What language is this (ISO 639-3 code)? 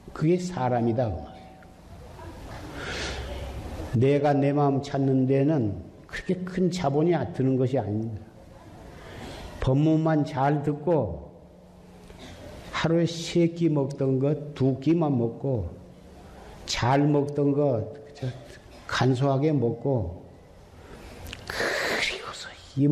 kor